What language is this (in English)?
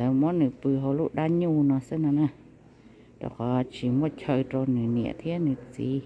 Hmong